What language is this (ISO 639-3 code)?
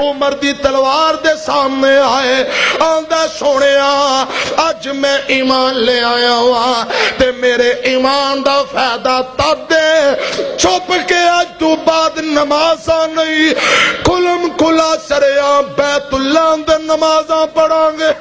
lah